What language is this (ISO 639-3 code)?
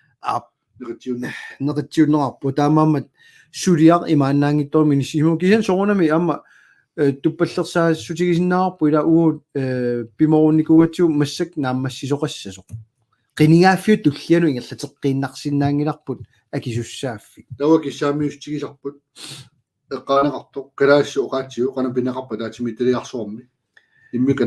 kal